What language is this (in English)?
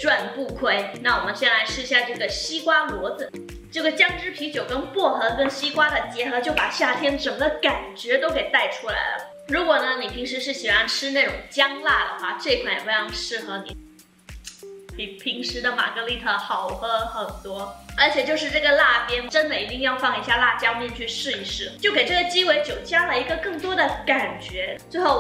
Chinese